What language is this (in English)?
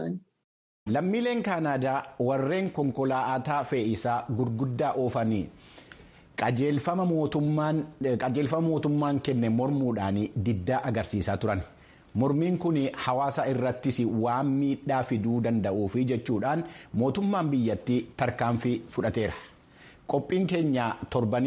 Oromo